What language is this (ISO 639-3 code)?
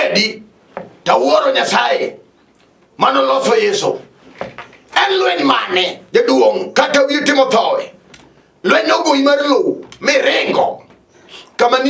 luo